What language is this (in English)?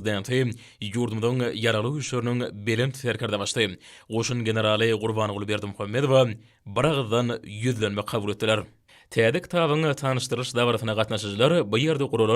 Turkmen